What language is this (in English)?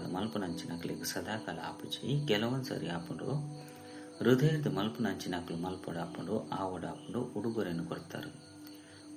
Tulu